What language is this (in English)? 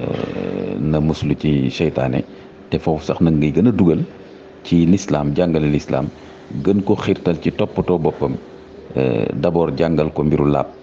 Wolof